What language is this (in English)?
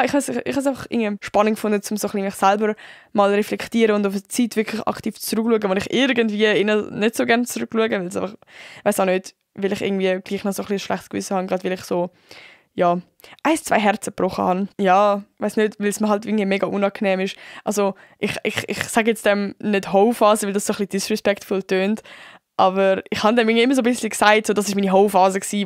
Swiss German